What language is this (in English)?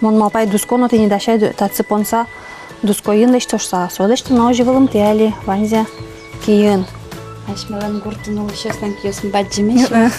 Udmurt